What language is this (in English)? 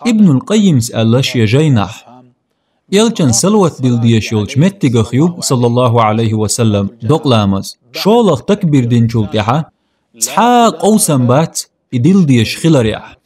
Chechen